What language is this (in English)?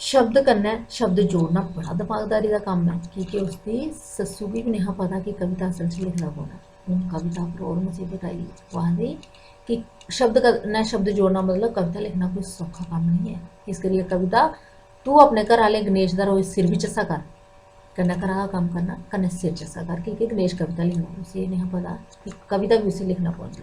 Dogri